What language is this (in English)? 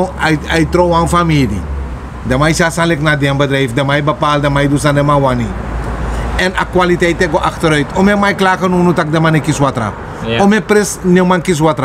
Sranan Tongo